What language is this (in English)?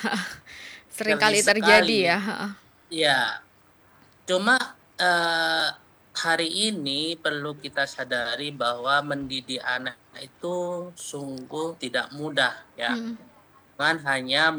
Indonesian